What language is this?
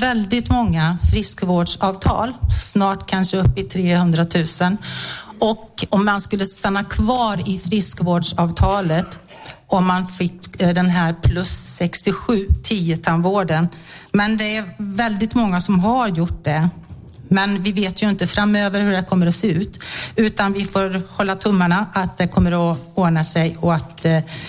Swedish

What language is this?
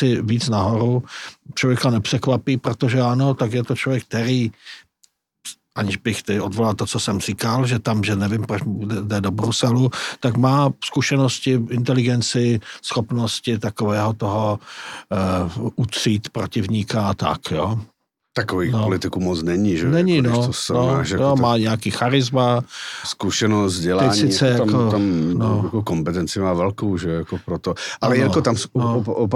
Czech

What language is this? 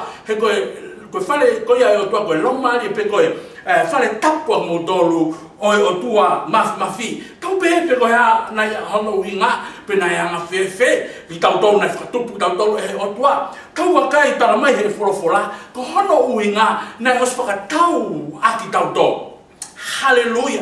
Tongan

